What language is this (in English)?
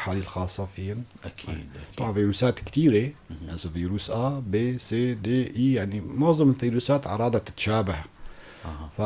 North Levantine Arabic